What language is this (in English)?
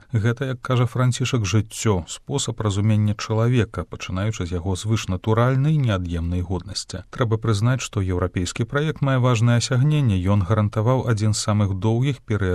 Belarusian